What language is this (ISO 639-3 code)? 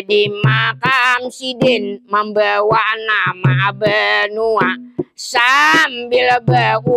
bjn